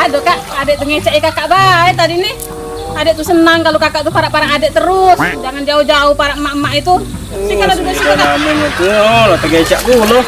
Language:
Musi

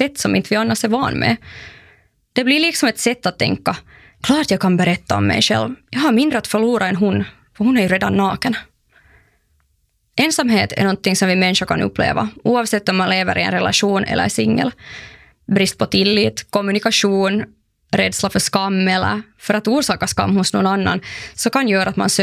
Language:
Swedish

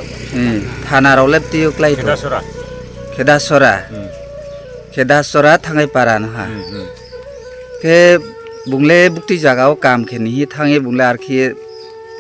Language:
Riang (India)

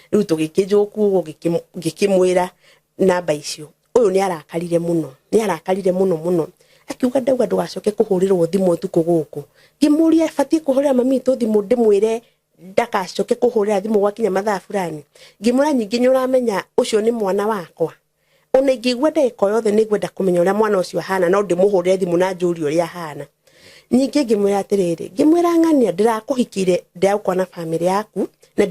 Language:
Kikuyu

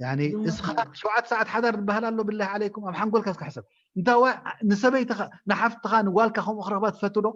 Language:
Tigrinya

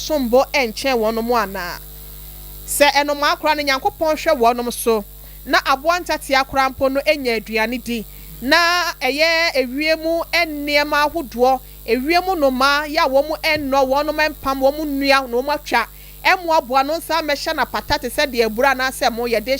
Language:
Akan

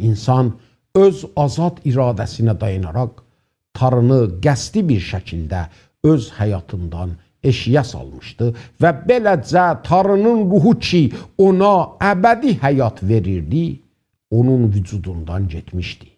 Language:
South Azerbaijani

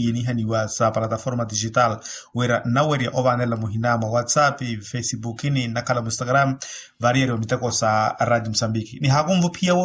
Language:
Makhuwa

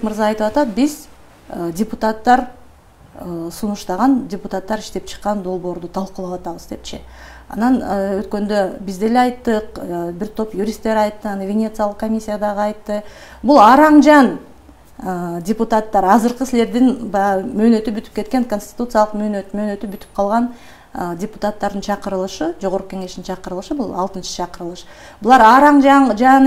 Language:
Kyrgyz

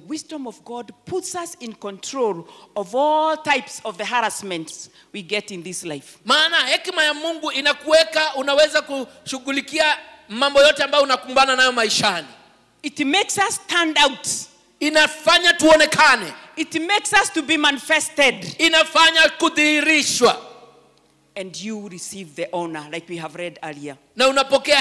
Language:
Swahili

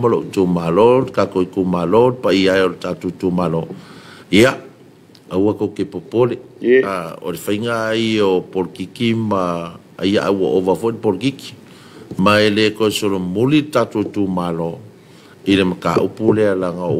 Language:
Samoan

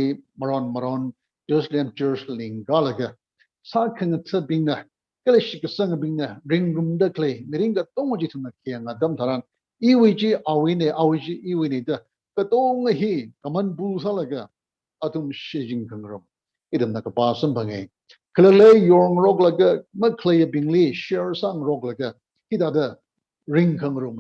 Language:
Tangkhul Naga (India)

